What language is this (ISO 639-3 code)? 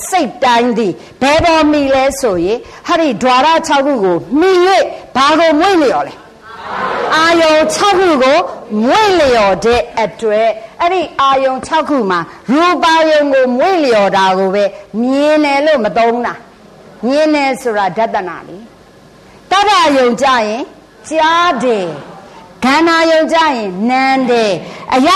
mya